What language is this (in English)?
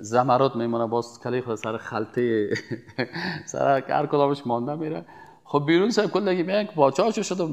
Persian